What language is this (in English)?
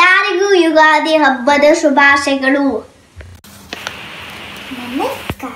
Kannada